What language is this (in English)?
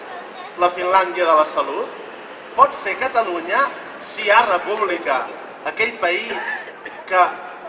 Catalan